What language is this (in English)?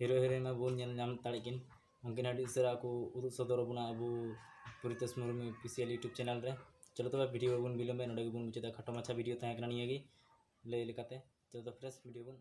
Santali